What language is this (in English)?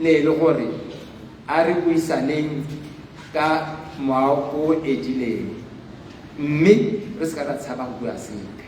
Tswana